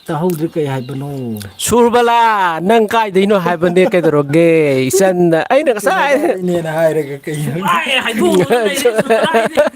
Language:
Manipuri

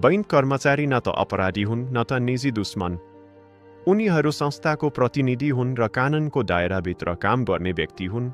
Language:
Nepali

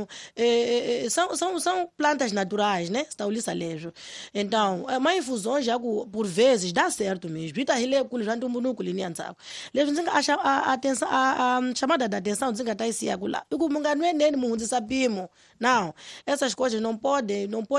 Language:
Tsonga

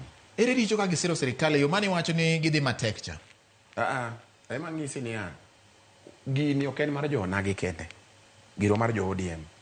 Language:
Luo (Kenya and Tanzania)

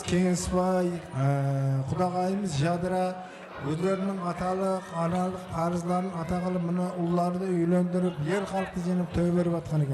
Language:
Kara-Kalpak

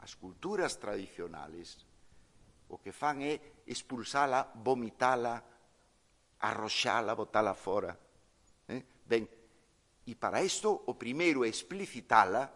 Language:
Galician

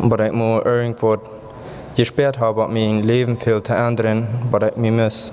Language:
Plautdietsch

